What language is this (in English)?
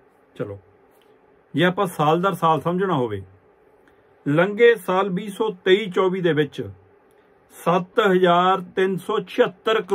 Punjabi